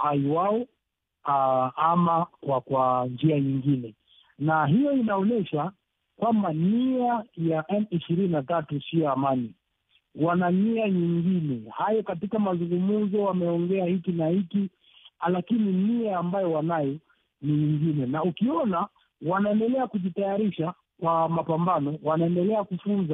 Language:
Swahili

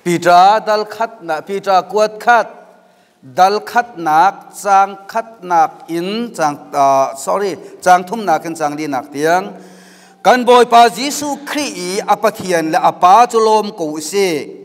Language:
Hakha Chin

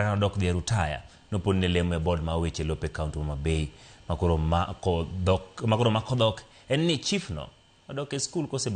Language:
Luo (Kenya and Tanzania)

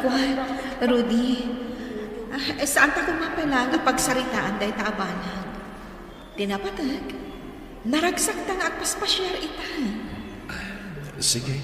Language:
Iloko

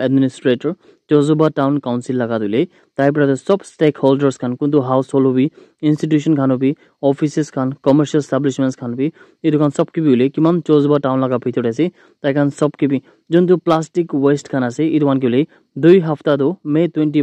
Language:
Naga Pidgin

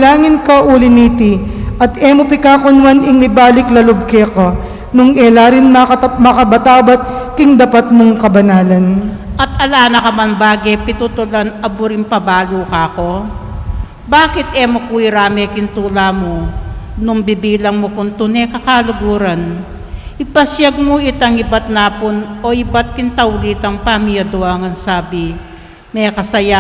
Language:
Pampanga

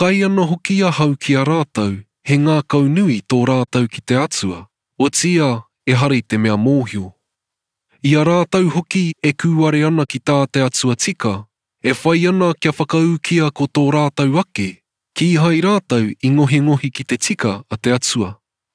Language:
Māori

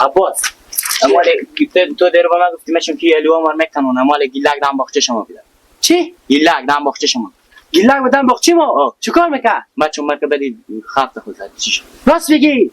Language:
Hazaragi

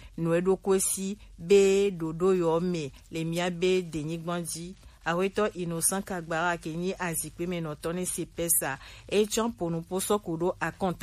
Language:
Gen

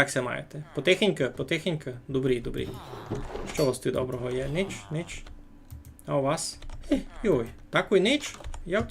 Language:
Rusyn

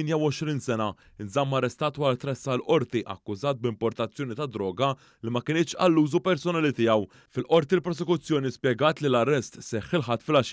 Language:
Maltese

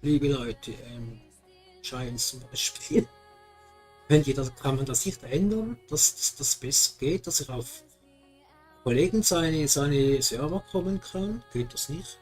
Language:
Swiss German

